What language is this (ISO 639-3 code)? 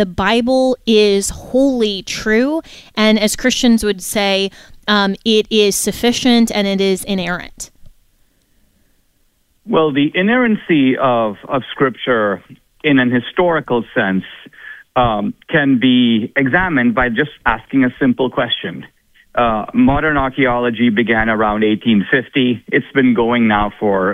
eng